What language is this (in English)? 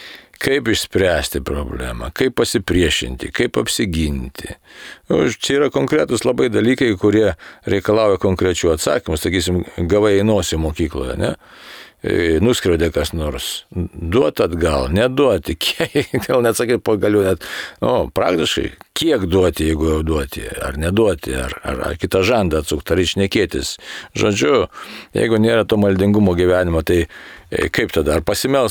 Lithuanian